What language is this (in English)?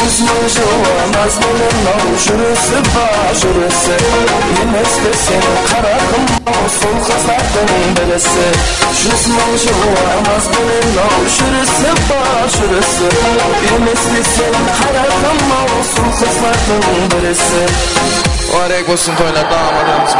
Kara-Kalpak